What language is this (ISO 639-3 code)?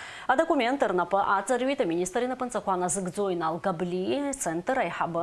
abk